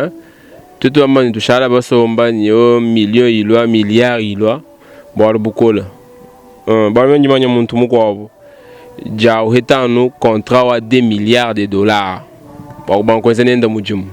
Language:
Luba-Lulua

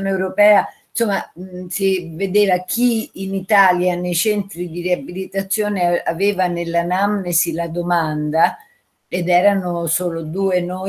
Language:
Italian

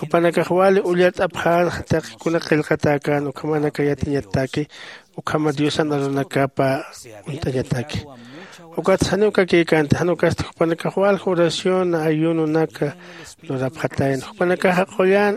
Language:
Aymara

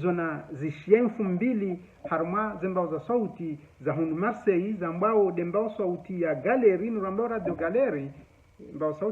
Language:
Ngazidja Comorian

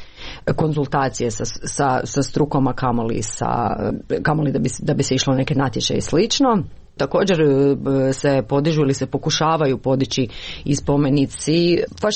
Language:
Croatian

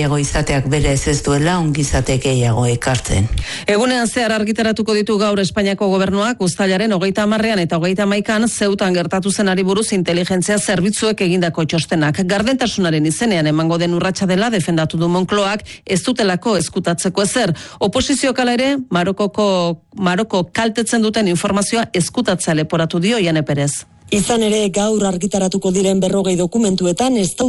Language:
Basque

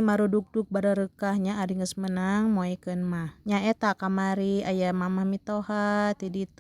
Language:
Sundanese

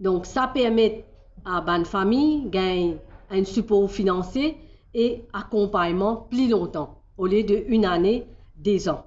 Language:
Morisyen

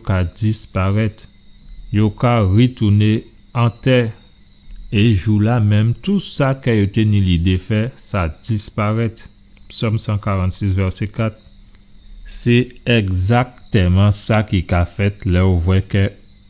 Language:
Guadeloupean Creole French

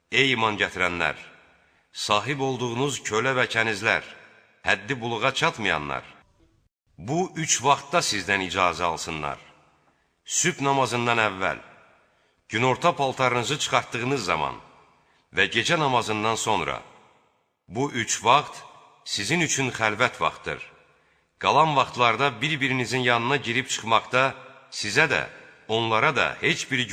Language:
Azerbaijani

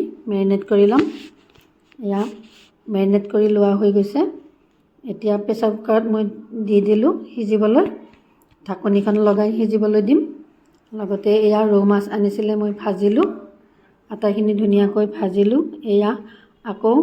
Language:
Assamese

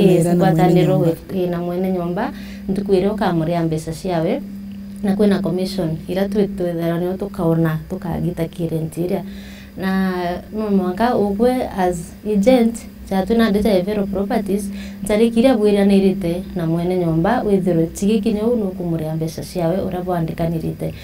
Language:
Meru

